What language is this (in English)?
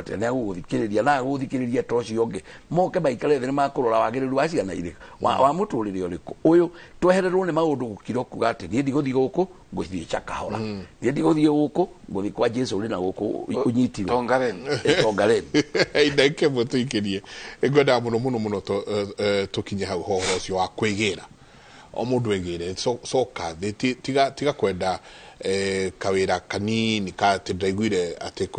Kikuyu